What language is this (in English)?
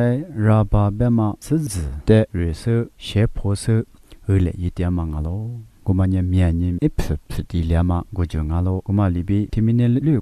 Lisu